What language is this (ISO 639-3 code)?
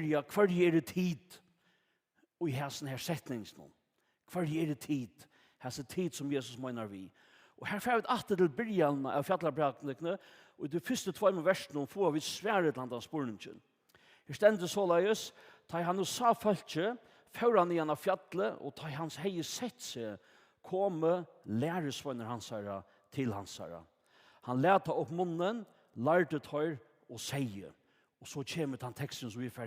fao